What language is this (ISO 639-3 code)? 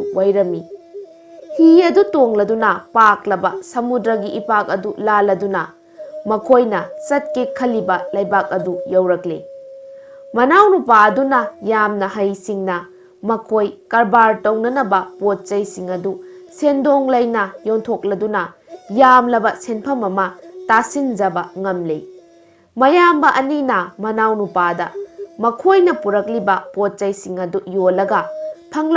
mni